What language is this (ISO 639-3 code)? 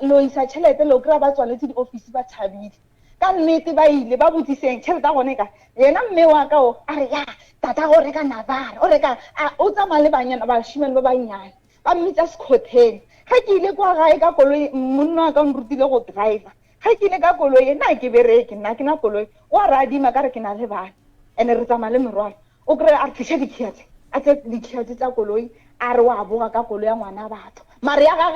nso